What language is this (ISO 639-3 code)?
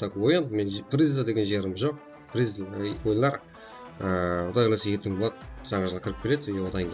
kaa